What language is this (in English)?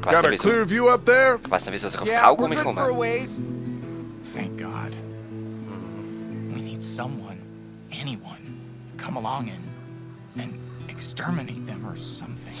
Swiss German